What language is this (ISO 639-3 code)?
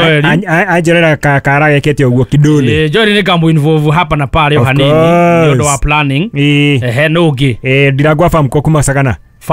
kik